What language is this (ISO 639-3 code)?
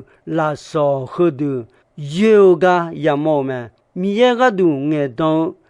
ahk